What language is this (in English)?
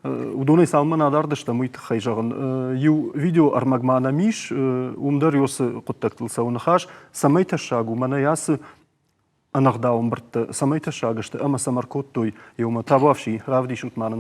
Ossetic